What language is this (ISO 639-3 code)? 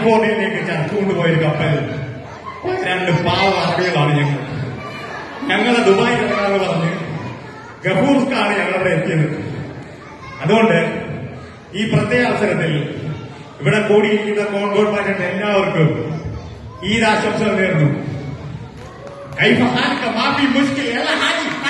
mal